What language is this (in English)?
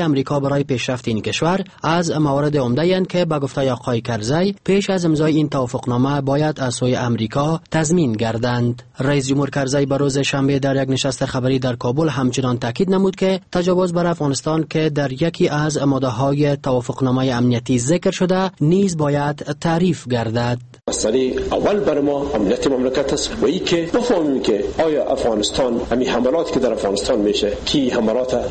Persian